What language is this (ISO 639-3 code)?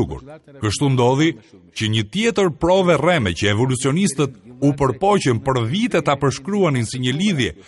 sqi